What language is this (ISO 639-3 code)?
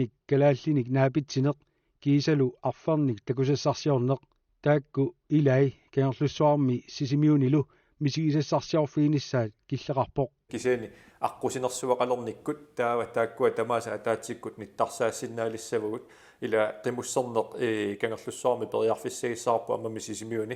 kal